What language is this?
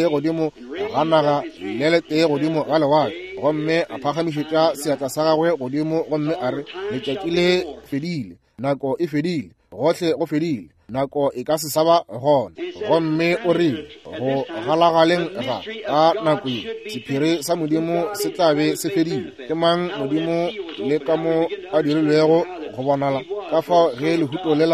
Northern Sotho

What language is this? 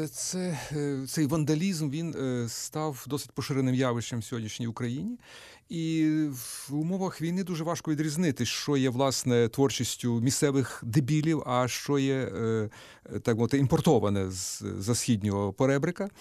Ukrainian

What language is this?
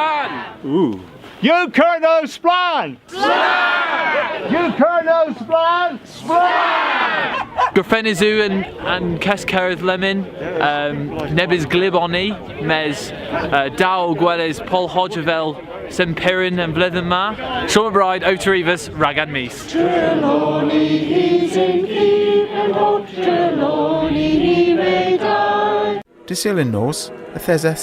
Cornish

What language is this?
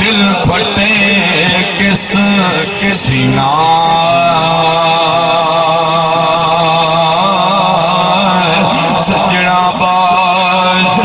Saraiki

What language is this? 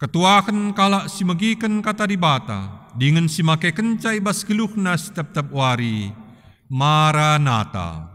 Batak Karo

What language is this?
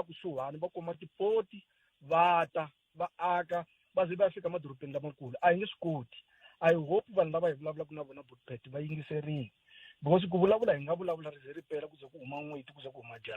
Tsonga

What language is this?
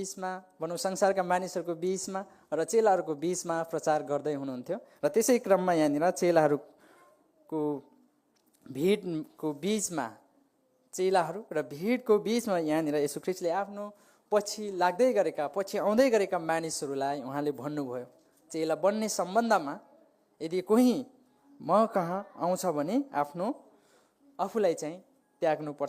Nepali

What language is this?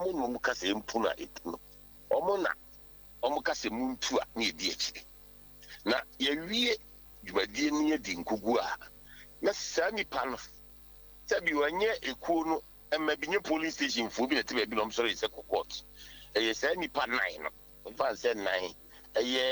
Akan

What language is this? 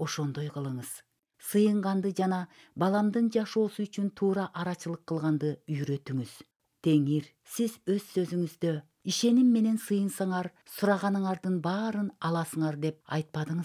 Kyrgyz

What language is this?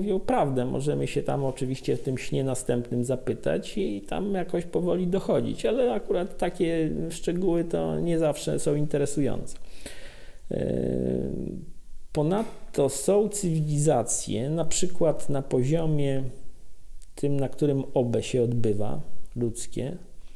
Polish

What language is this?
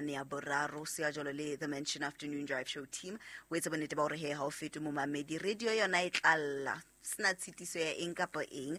Southern Sotho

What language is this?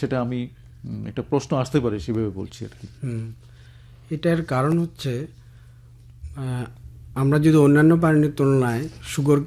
Bangla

